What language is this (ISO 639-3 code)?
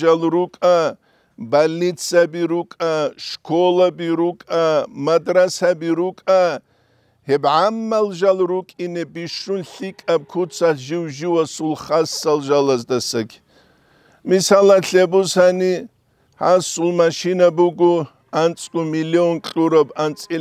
ava